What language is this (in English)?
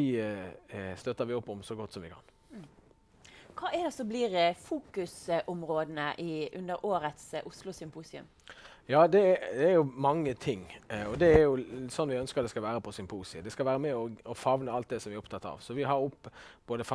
Norwegian